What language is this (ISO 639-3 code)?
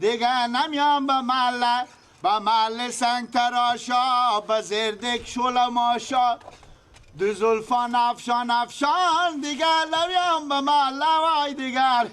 fas